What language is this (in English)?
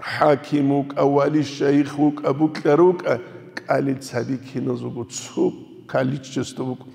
Avaric